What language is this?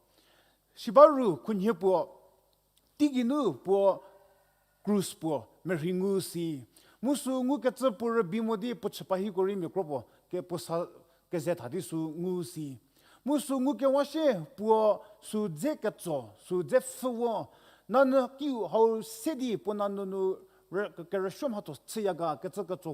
Angami Naga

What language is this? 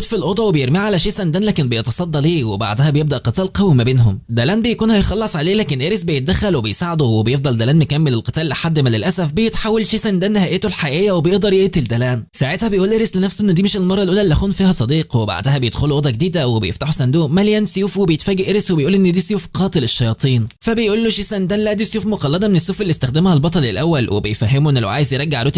Egyptian Arabic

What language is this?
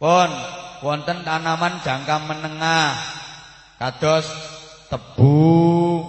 Javanese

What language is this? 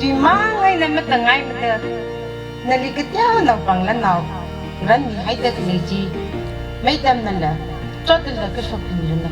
Tangkhul Naga (India)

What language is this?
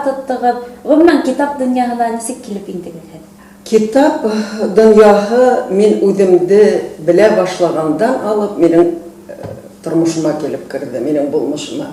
Bashkir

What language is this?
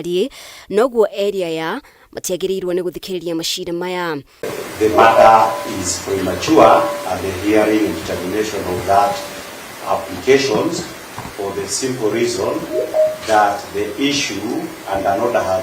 Kikuyu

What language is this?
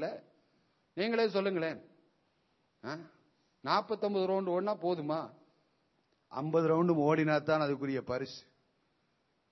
Tamil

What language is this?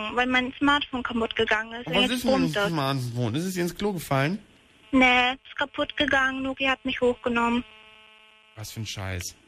German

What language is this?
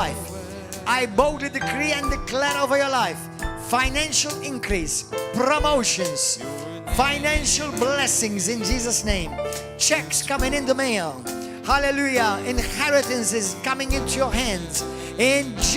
English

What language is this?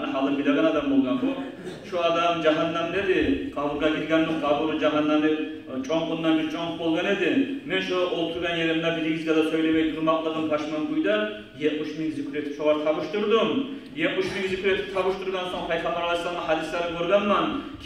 Kumyk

